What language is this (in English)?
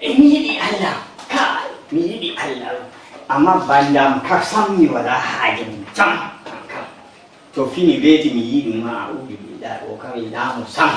Nigerian Fulfulde